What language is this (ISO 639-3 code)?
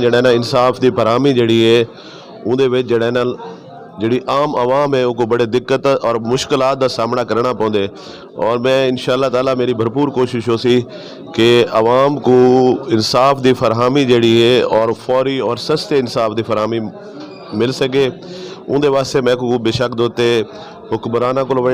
skr